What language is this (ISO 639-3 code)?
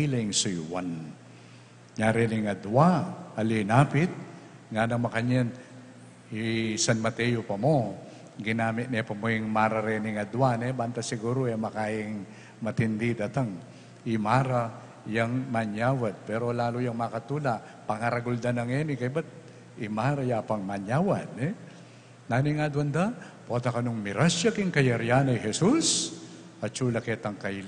pam